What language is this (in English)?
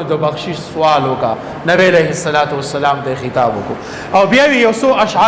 Pashto